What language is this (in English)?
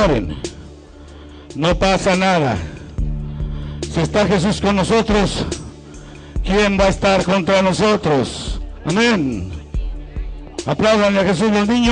Spanish